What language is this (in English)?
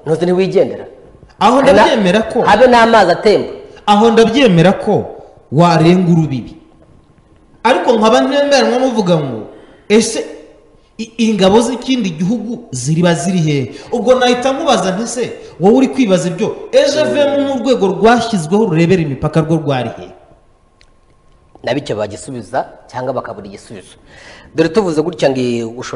Kinyarwanda